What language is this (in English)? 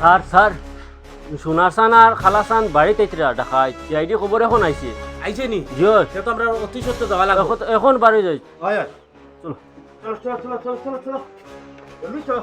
Sylheti